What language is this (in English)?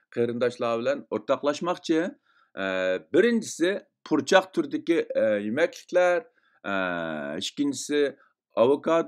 Uyghur